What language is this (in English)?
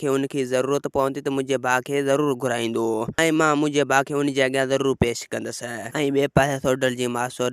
Sindhi